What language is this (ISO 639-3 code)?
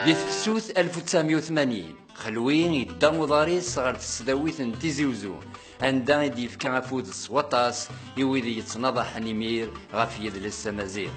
kab